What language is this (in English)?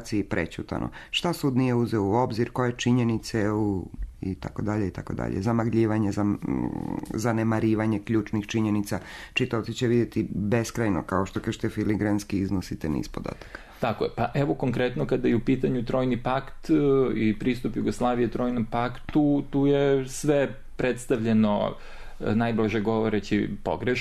Serbian